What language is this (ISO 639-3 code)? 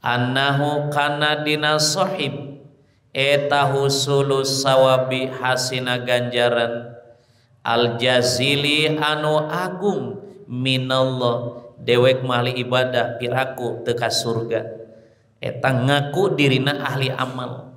sun